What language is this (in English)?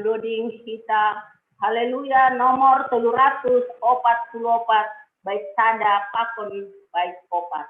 Batak Simalungun